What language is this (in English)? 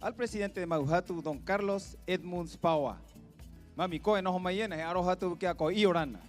Rapanui